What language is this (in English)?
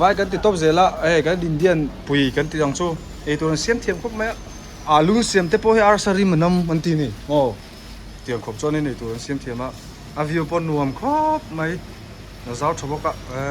Mizo